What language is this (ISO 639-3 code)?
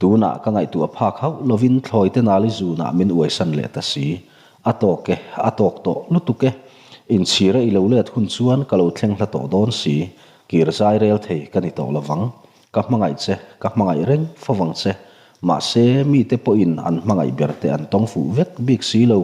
lus